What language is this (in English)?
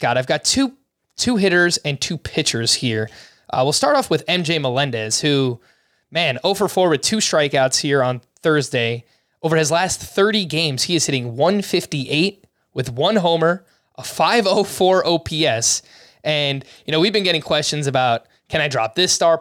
English